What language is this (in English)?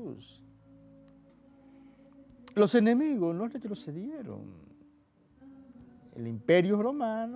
Spanish